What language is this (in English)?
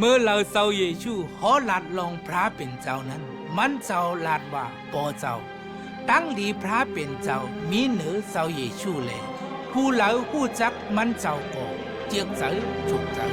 Shan